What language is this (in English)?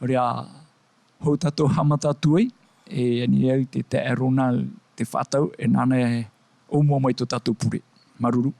Tahitian